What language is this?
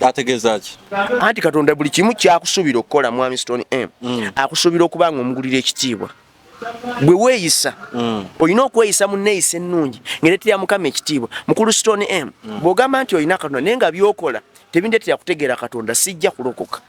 Ganda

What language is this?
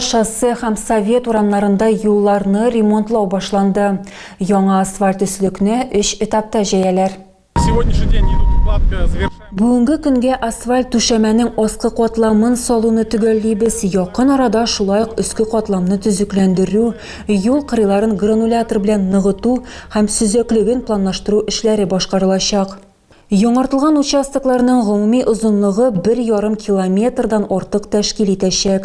Tatar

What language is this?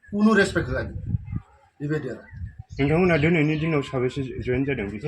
Bodo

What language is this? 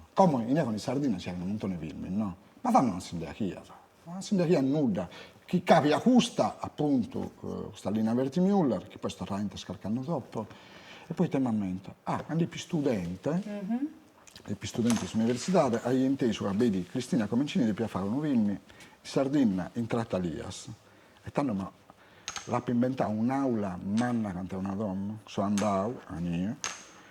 Sardinian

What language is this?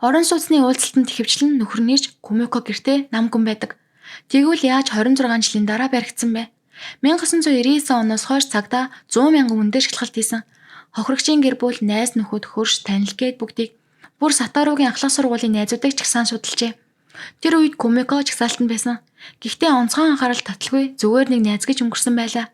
Mongolian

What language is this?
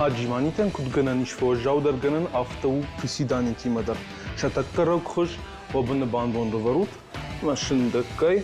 Ossetic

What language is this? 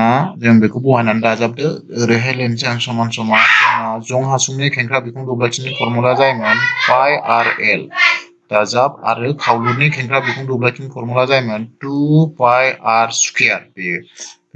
Bodo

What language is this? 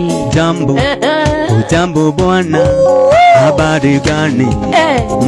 Kikuyu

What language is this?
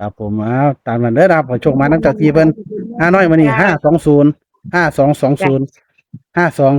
Northeastern Thai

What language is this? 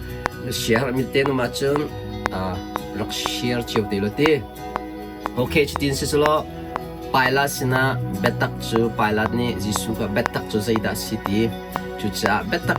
Hakha Chin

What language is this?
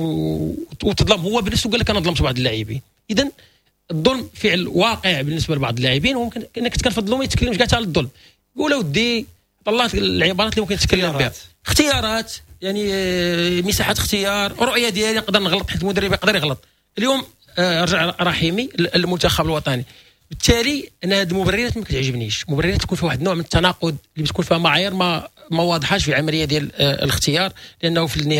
Moroccan Arabic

